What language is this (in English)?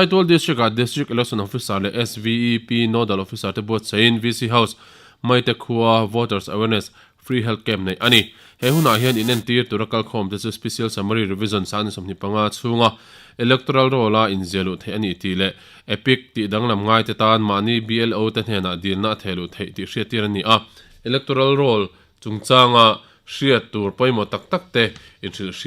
Mizo